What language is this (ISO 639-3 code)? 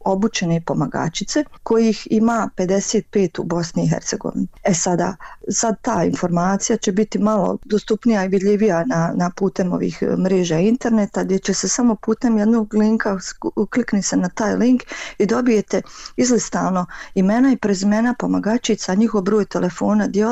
bos